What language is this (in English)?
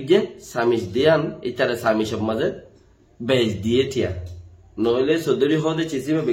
Rohingya